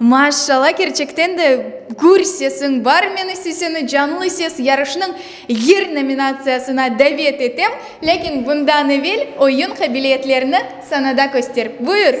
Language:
Crimean Tatar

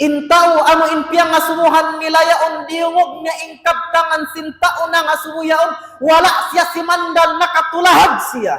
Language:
Tausug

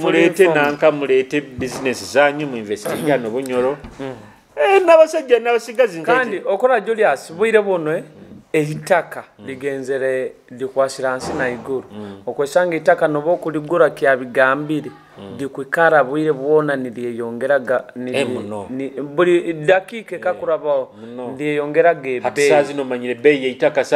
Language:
Nyoro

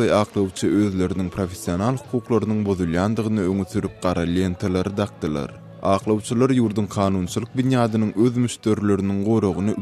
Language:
Turkmen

